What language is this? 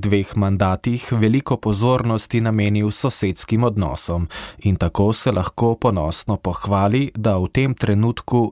Slovenian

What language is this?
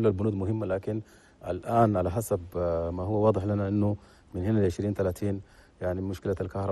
Chadian Arabic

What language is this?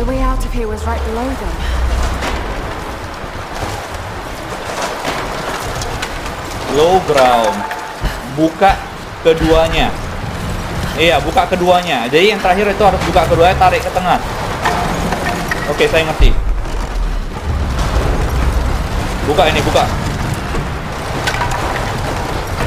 Indonesian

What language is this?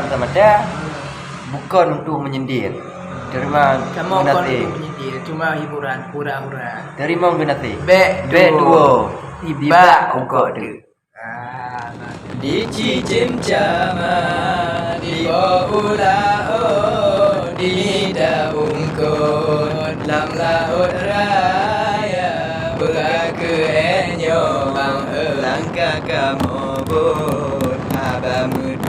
Achinese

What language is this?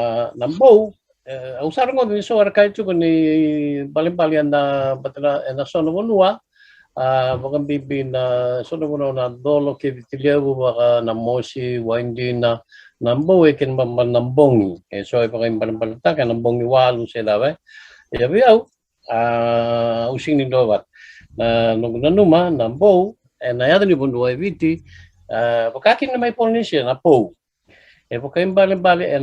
Fijian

